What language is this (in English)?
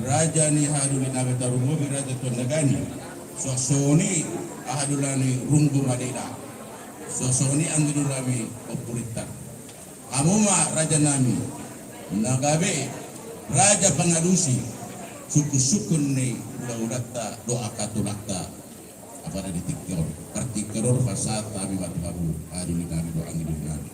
Batak Toba